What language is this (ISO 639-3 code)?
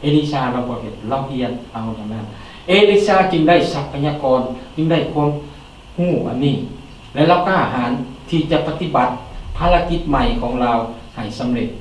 lao